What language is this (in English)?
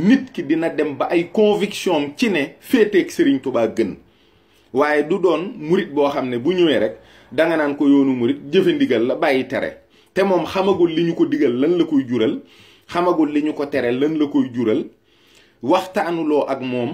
Wolof